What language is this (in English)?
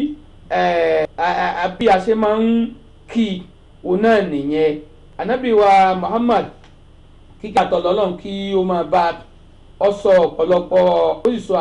Yoruba